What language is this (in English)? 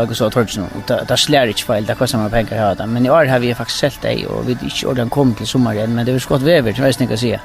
Faroese